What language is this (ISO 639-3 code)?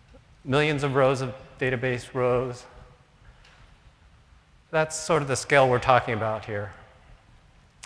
eng